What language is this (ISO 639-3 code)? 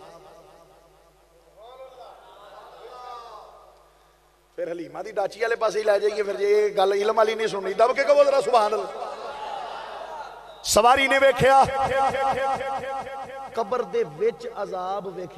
lah